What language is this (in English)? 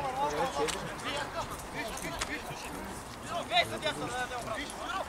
Bulgarian